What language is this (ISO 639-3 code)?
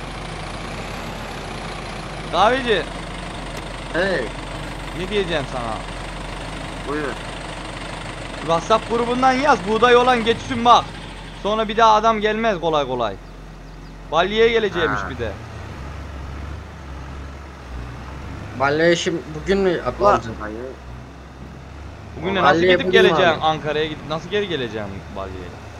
tur